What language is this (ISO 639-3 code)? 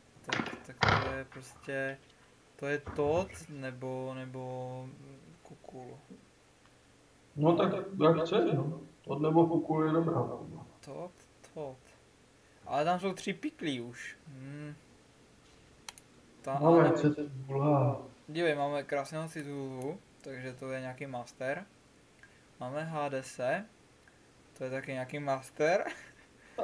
ces